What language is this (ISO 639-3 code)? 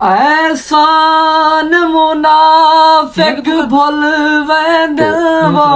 skr